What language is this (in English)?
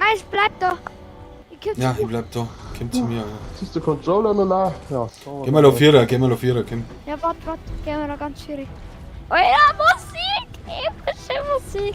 Bavarian